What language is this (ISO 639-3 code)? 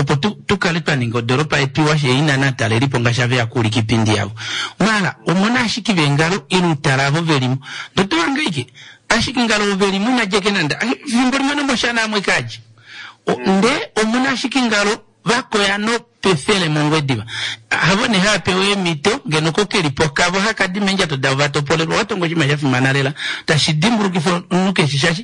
kua